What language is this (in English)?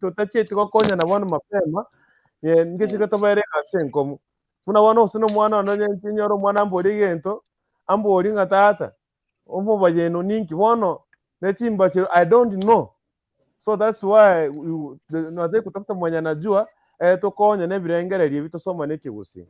Gusii